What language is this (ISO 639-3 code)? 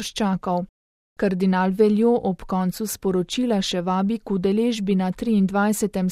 slv